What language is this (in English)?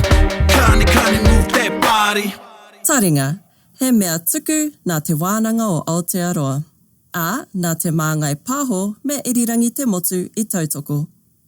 Māori